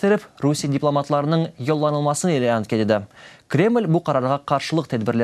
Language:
Crimean Tatar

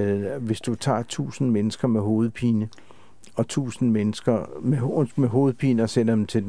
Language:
Danish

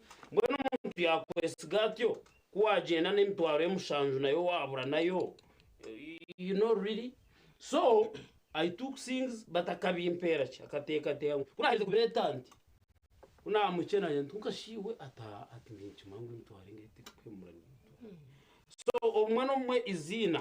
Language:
Nyankole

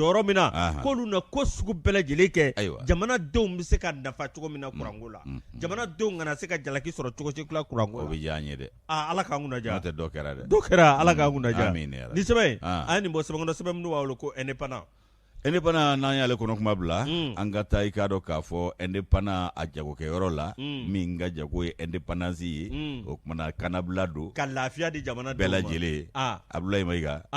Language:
Bambara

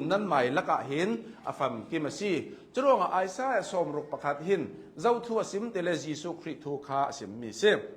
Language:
Hakha Chin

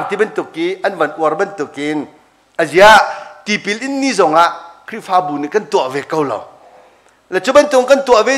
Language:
Hakha Chin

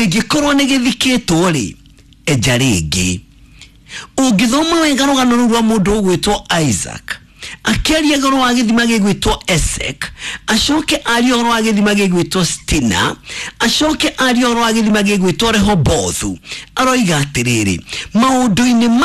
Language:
Kikuyu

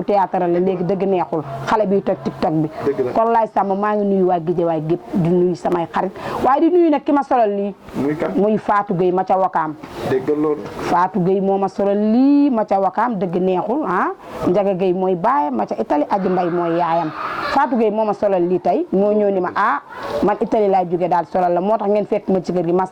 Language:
Wolof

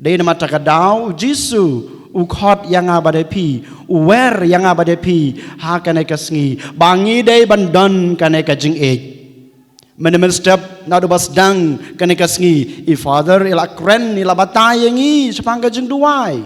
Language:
Khasi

